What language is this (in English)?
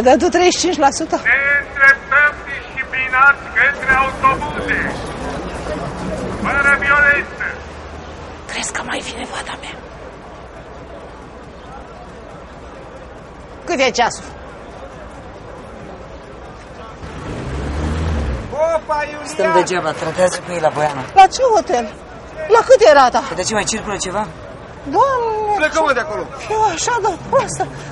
Romanian